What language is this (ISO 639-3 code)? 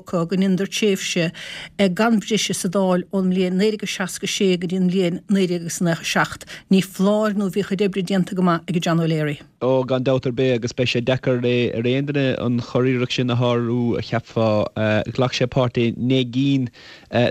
gle